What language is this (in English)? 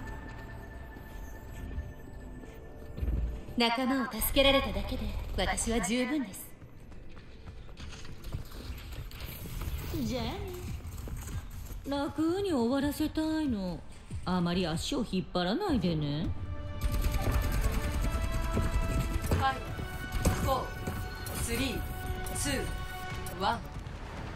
Japanese